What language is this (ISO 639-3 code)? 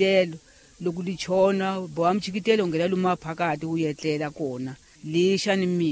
tso